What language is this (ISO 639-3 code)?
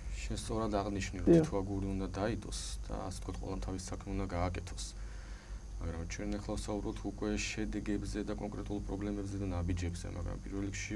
kat